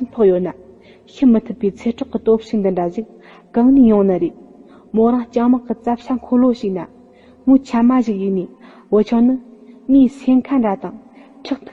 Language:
Tibetan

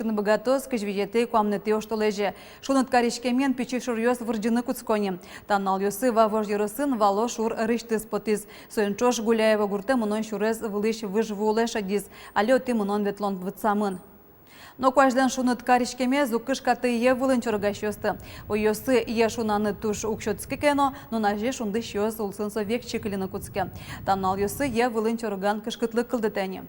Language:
Udmurt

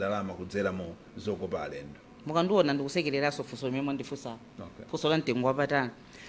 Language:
Nyanja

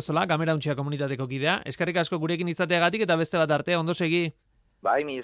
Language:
Basque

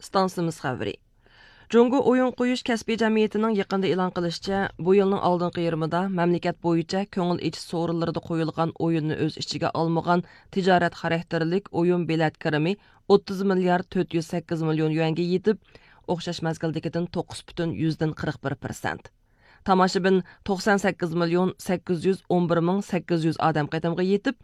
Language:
Uyghur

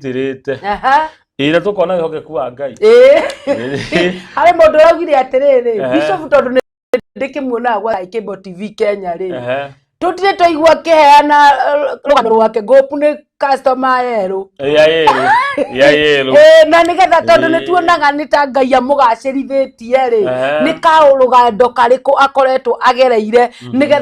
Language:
Kikuyu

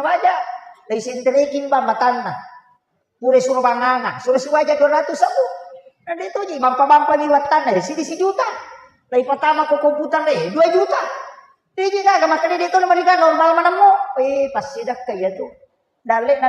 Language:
Buginese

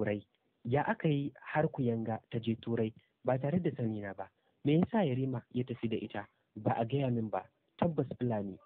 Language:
Hausa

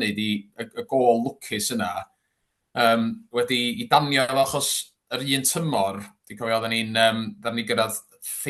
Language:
Welsh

